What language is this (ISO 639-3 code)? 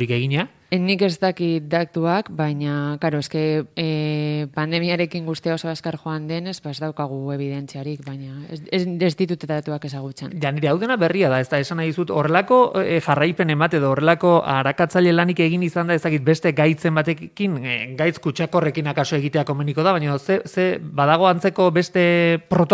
eus